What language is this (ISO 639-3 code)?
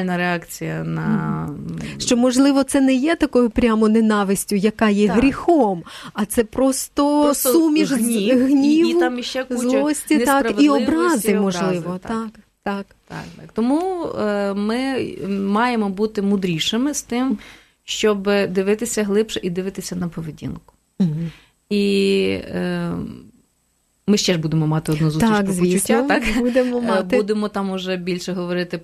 ukr